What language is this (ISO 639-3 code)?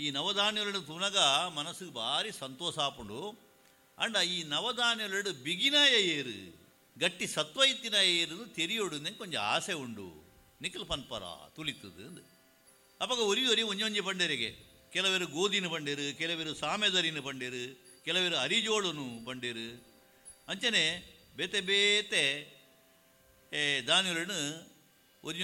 tcy